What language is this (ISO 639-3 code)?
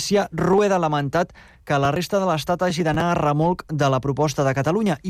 cat